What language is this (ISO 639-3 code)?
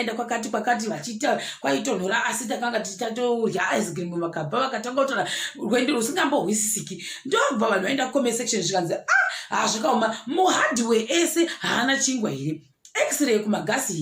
sna